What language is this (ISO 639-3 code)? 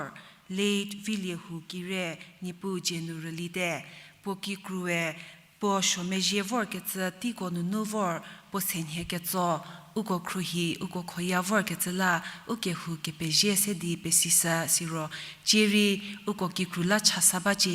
njm